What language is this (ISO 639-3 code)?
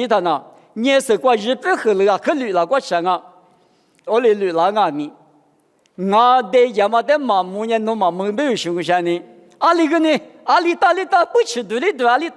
lis